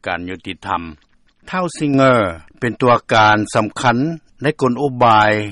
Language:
Lao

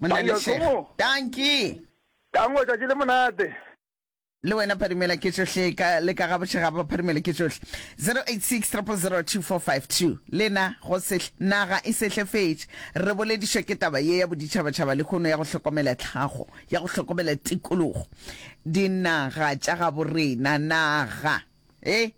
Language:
Northern Sotho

